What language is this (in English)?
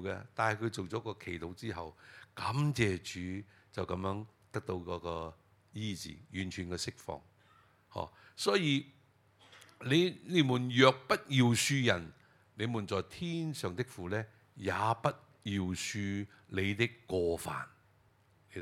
Cantonese